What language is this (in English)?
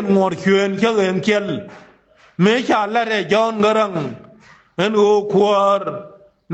Nuer